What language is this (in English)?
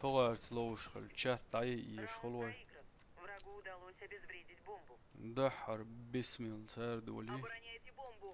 Chechen